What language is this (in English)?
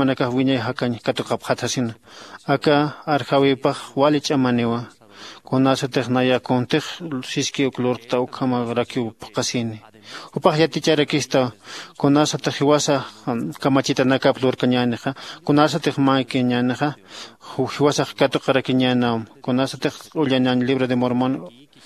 Aymara